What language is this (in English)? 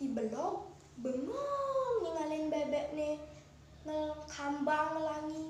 Balinese